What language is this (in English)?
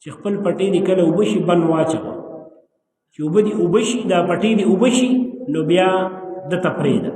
Pashto